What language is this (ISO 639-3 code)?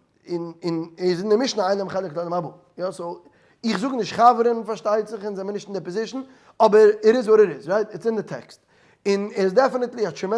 yid